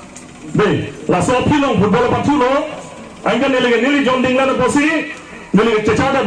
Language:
Karbi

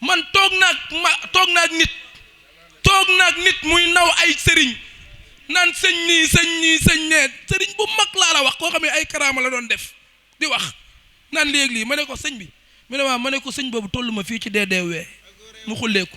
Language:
Wolof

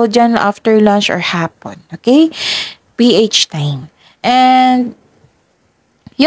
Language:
Filipino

